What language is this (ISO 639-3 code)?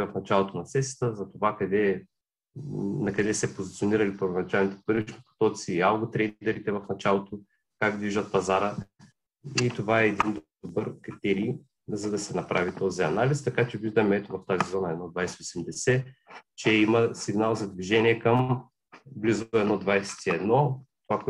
bul